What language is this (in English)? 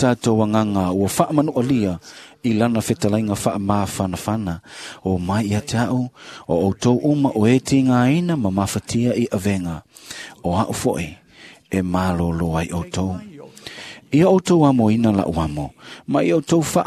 Samoan